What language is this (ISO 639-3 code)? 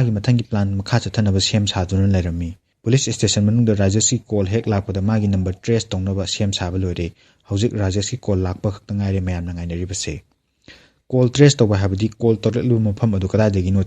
mni